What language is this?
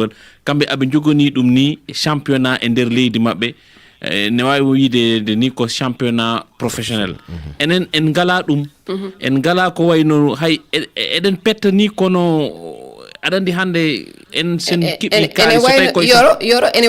Fula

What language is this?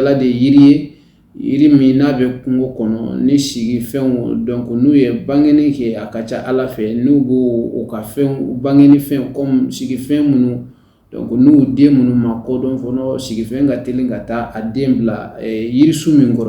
Bambara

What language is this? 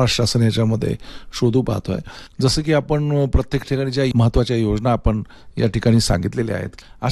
Marathi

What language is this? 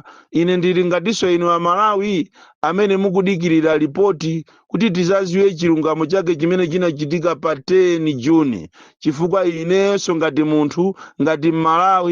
Nyanja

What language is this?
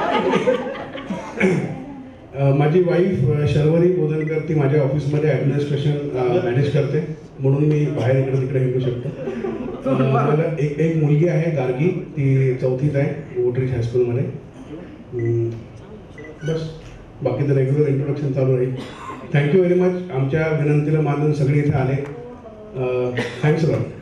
Marathi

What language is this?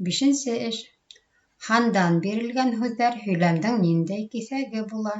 Bashkir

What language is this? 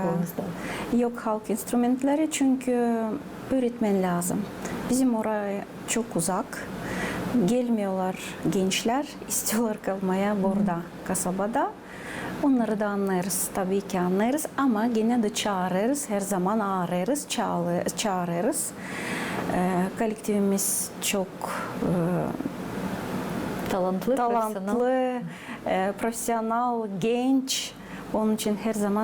Gagauz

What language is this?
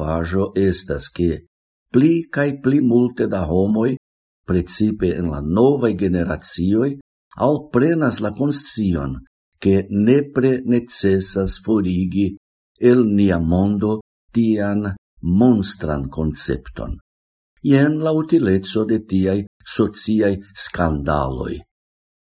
Esperanto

